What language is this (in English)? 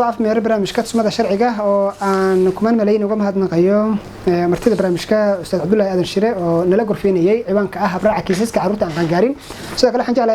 Somali